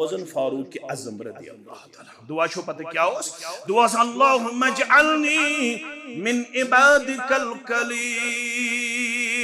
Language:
Kashmiri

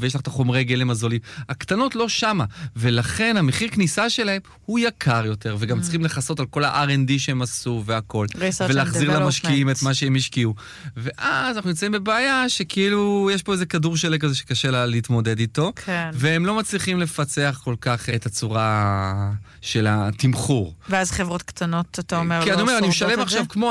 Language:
Hebrew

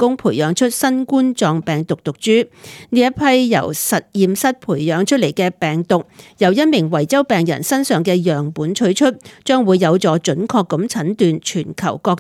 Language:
Cantonese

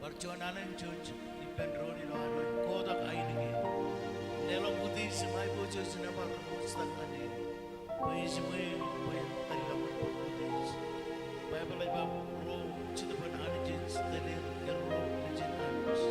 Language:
Marshallese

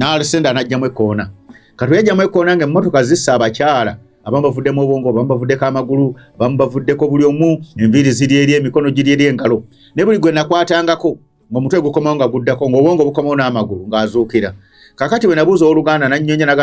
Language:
Ganda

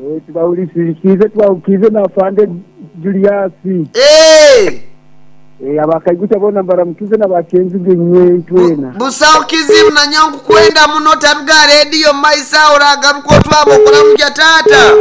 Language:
Nyoro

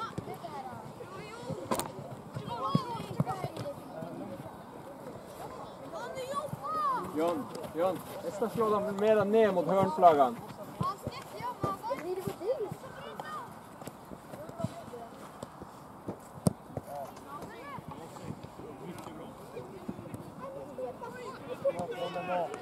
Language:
Swedish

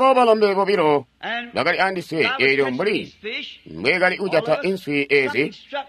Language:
Tonga (Zambia)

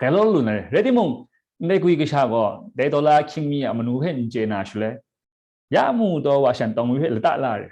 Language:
Kachin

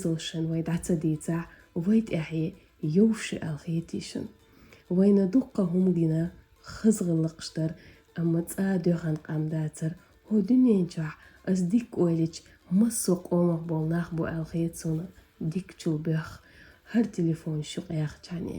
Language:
Chechen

